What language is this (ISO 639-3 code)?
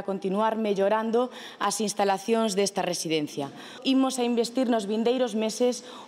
glg